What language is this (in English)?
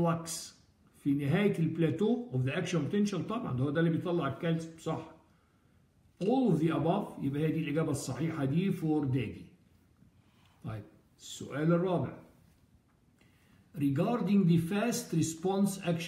Egyptian Arabic